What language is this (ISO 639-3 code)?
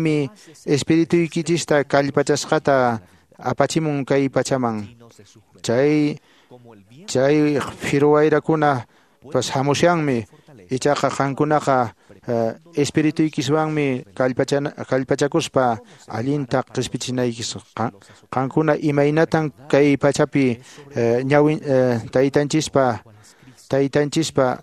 que